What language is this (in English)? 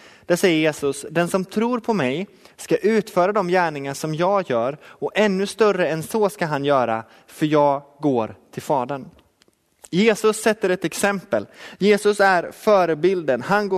Swedish